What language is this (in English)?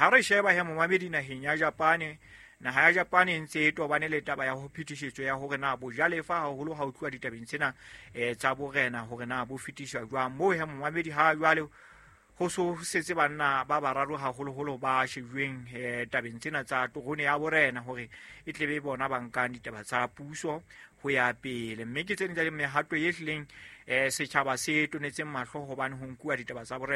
Southern Sotho